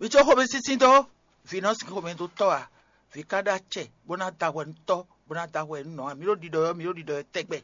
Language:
Fon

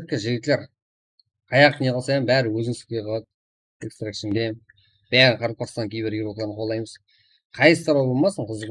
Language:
Kara-Kalpak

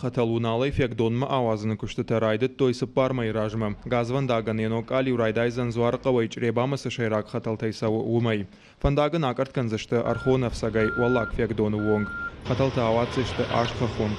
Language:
Ossetic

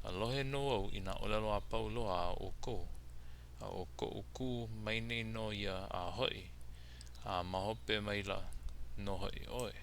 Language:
Hawaiian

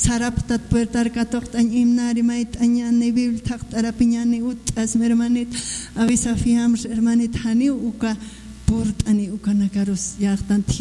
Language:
Aymara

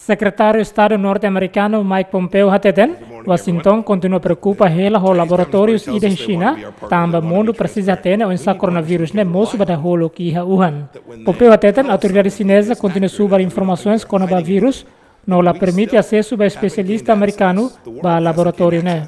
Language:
Tetum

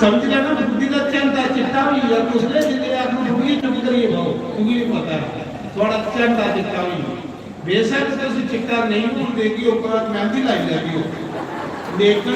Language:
Dogri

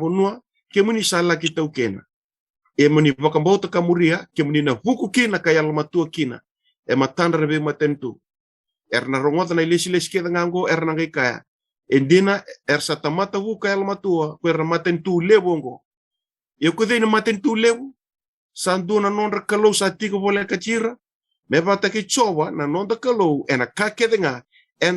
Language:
Fijian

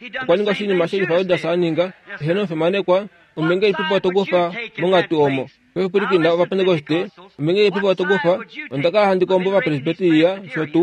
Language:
Kuanyama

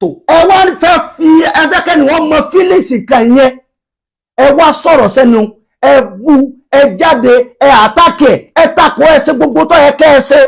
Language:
Yoruba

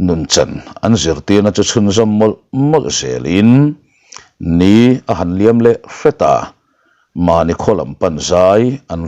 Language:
Mizo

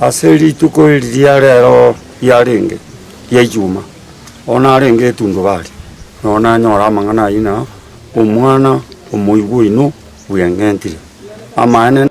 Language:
Gusii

